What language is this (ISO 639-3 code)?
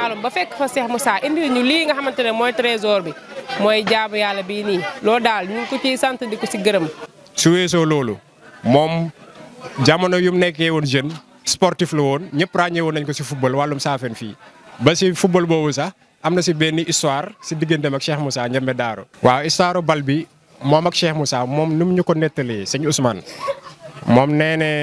wol